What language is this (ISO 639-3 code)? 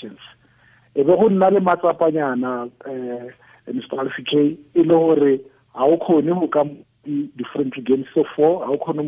tsn